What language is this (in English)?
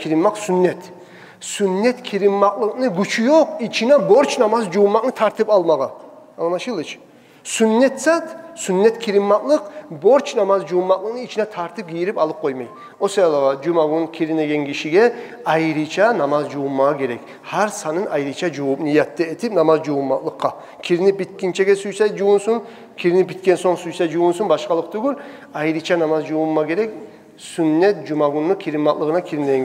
Kumyk